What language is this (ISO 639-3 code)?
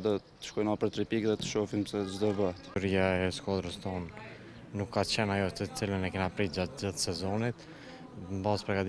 sqi